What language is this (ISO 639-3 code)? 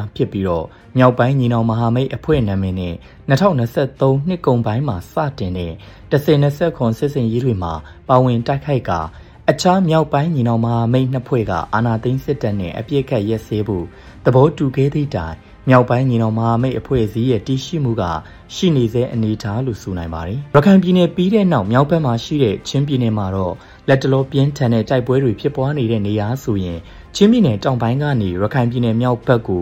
mya